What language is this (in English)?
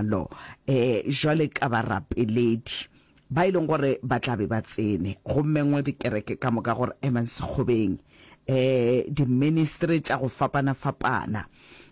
Northern Sotho